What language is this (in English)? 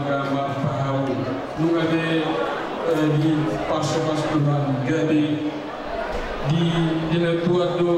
Batak Toba